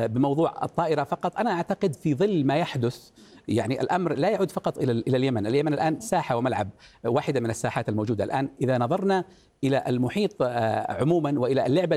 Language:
Arabic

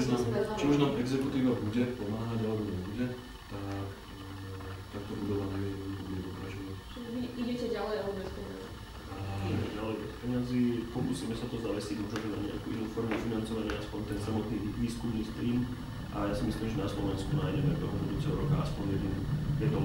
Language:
Slovak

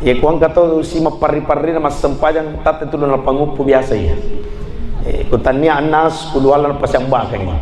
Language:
Buginese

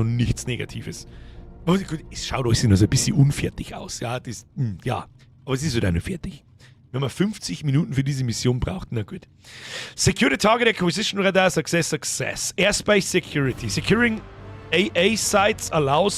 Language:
Bavarian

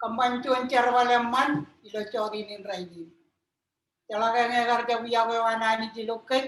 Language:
Marshallese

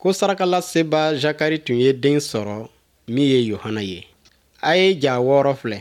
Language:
Bambara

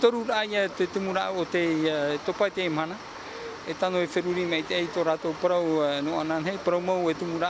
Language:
Tahitian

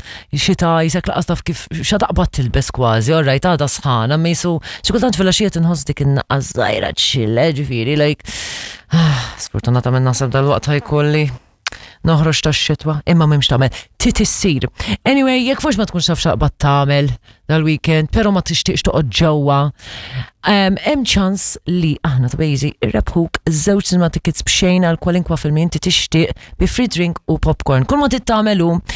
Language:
Maltese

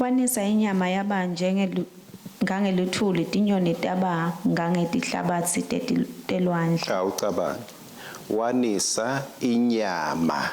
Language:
Swati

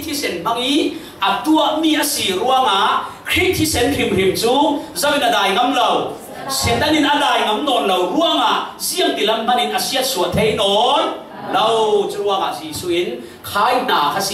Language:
Falam Chin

